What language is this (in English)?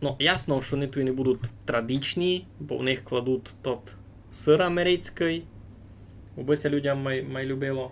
Rusyn